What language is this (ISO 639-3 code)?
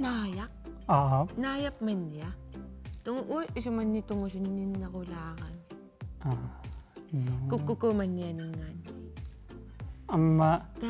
kal